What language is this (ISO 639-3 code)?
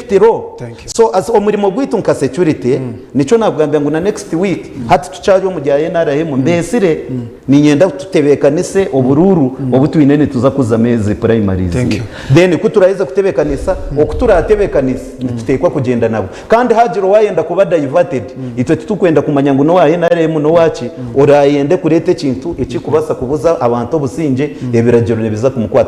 nyn